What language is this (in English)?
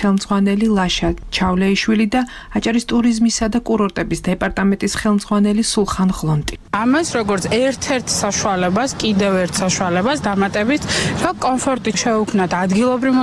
Georgian